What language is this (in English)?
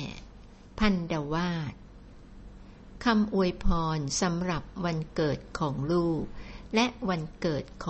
Thai